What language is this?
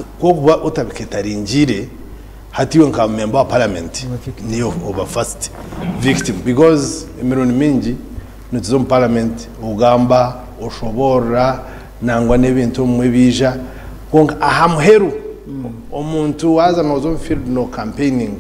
Nyankole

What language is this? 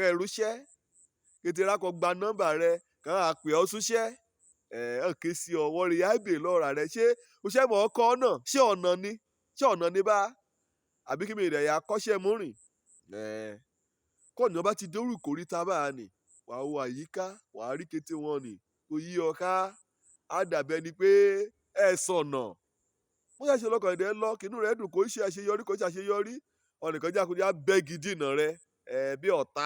Yoruba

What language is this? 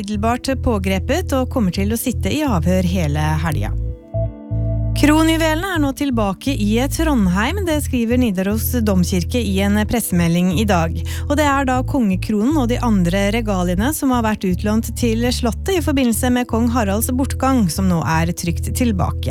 Norwegian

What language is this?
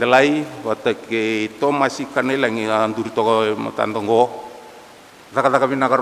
Fijian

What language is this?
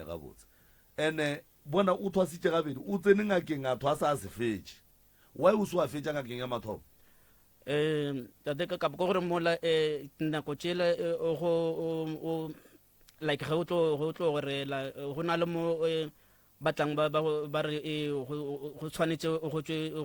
Northern Sotho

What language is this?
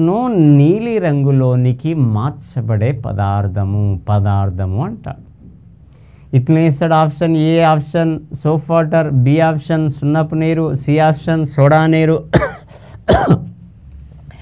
Telugu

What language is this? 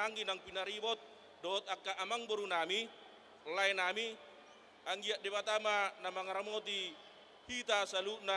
Batak Toba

